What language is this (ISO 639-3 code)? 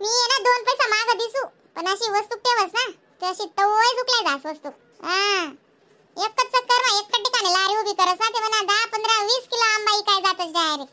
khn